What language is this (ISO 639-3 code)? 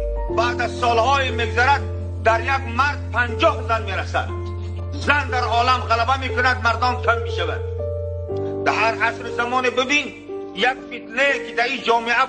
tgk